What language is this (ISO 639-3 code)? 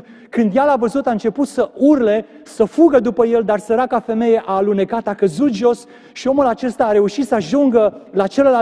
ron